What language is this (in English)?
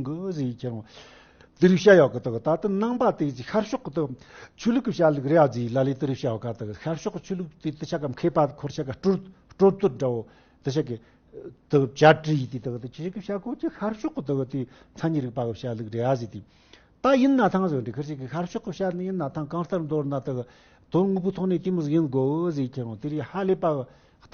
Tibetan